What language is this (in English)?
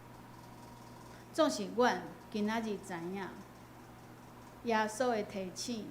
Min Nan Chinese